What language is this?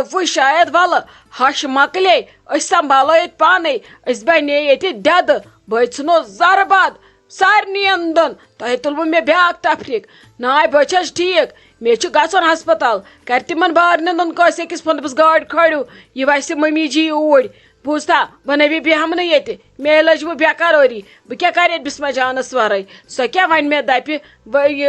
Kashmiri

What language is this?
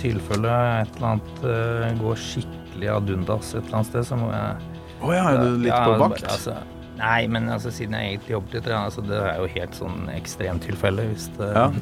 Norwegian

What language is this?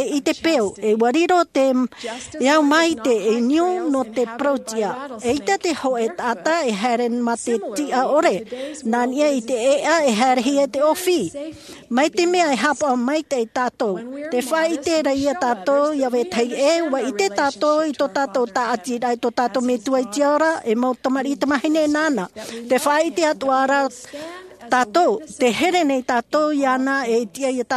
Tahitian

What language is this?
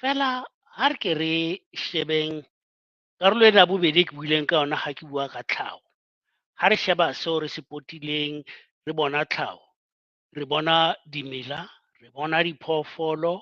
Southern Sotho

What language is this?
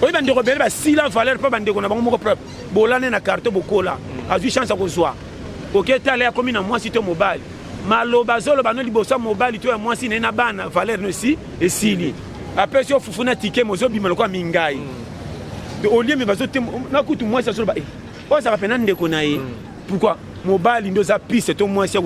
Lingala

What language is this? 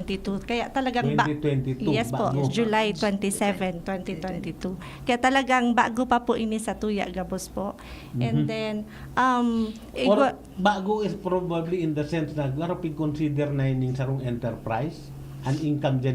Bikol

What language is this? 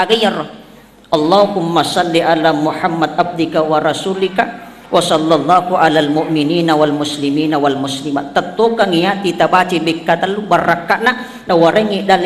Buginese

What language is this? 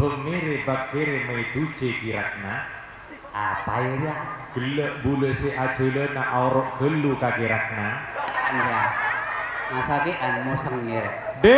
Madurese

